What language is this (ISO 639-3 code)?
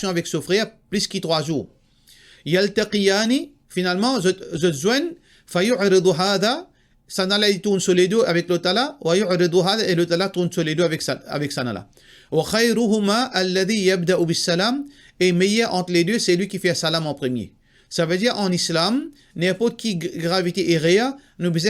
mfe